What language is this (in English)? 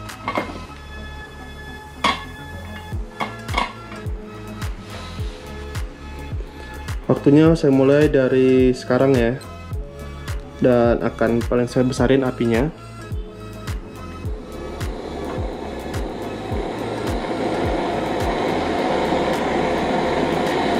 Indonesian